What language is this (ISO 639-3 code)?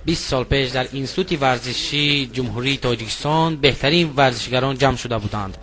tgk